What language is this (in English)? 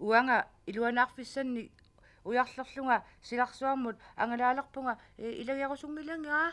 Kalaallisut